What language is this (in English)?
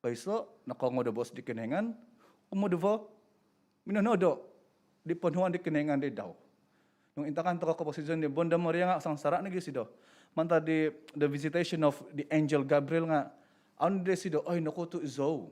Central Dusun